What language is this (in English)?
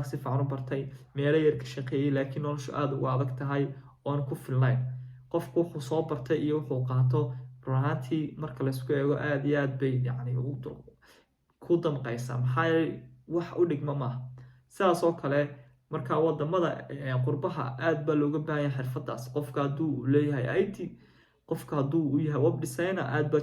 Somali